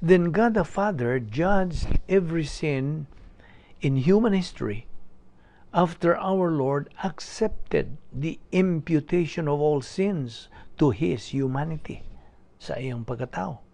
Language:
Cebuano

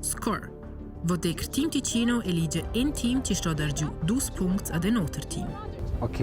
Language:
Romansh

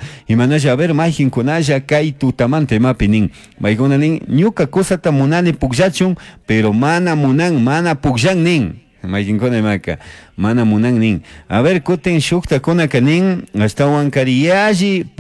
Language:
Chimborazo Highland Quichua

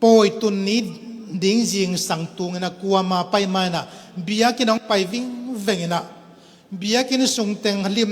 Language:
Tedim Chin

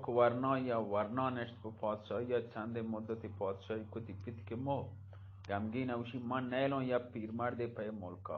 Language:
Eastern Balochi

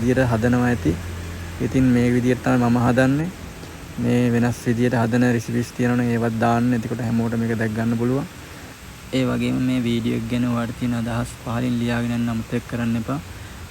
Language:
Sinhala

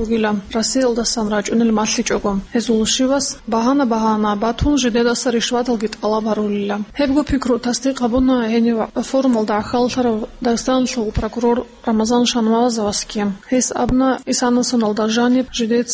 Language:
Avaric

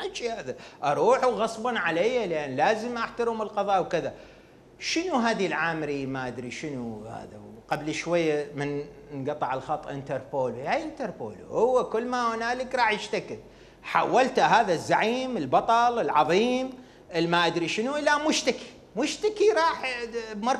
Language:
Mesopotamian Arabic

